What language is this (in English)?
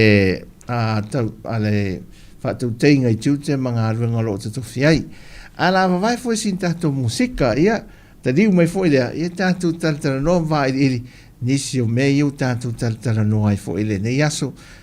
Samoan